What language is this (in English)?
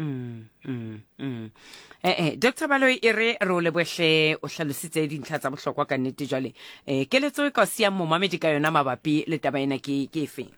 Southern Sotho